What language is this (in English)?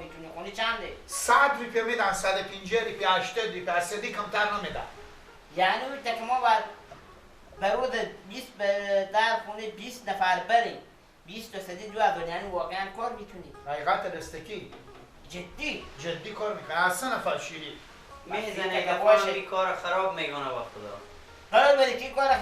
Persian